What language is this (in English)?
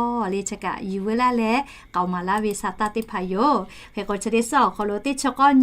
Lahu